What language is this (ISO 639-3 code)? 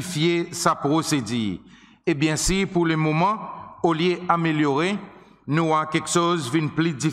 crs